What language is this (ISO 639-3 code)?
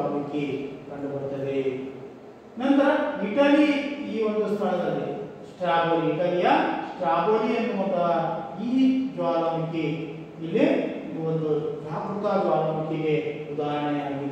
kan